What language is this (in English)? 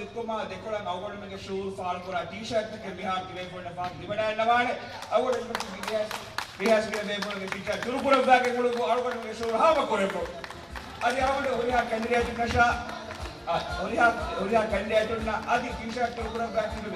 Divehi